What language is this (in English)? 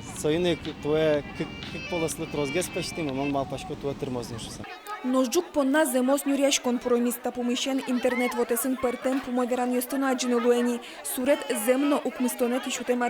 Udmurt